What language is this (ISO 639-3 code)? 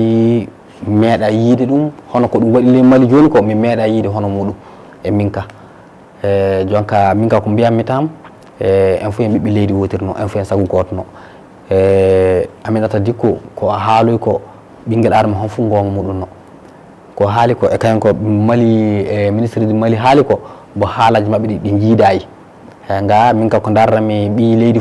ful